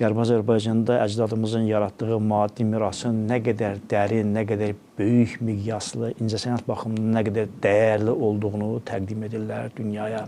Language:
Azerbaijani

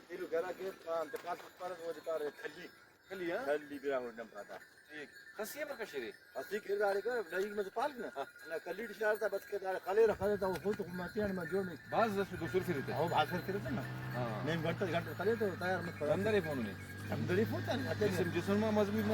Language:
Brahui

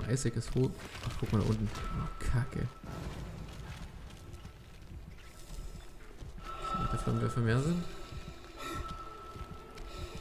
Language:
German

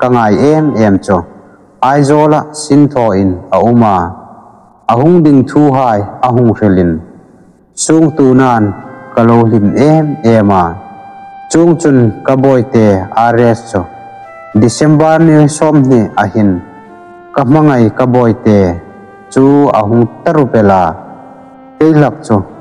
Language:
Hmar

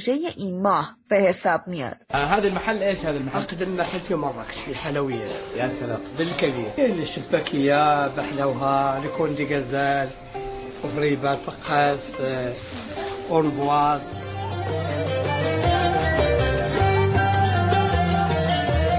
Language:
Persian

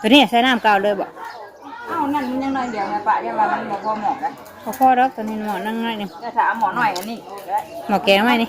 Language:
Northeastern Thai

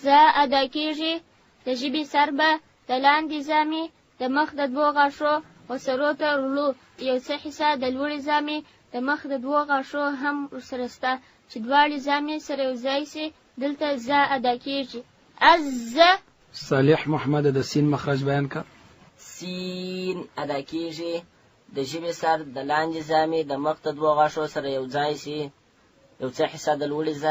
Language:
Pashto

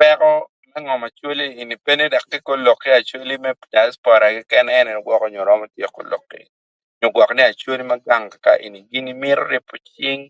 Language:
Acoli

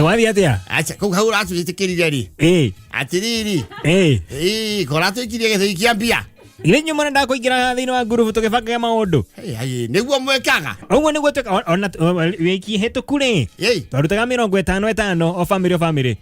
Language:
Kikuyu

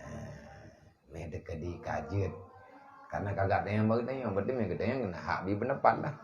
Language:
Achinese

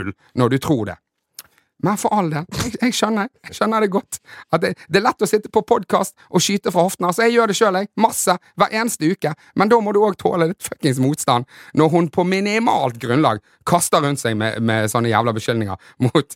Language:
Norwegian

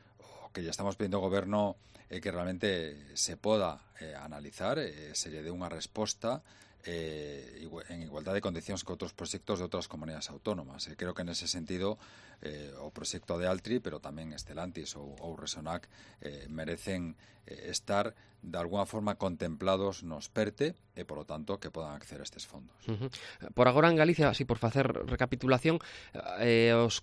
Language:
Galician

